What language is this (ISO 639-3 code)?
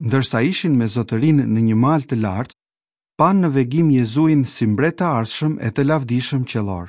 sqi